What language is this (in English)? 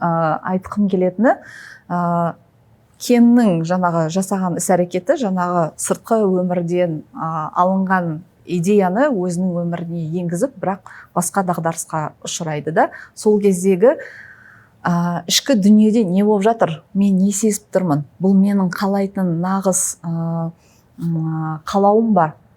Kazakh